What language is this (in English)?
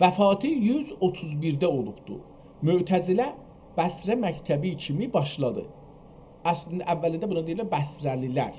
South Azerbaijani